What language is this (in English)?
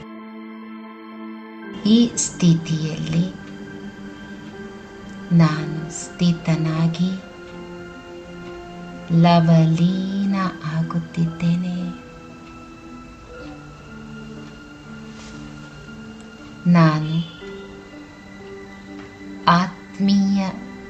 Kannada